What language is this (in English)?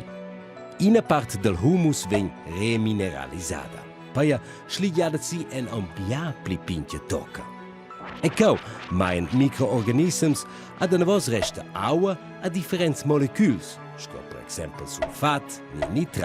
Romansh